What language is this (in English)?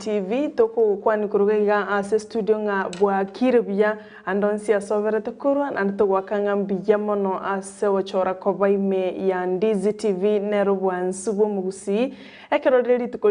Gusii